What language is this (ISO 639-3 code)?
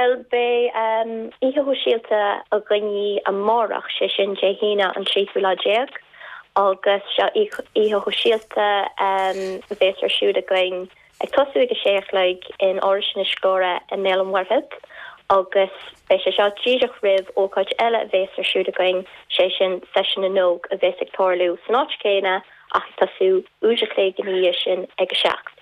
gle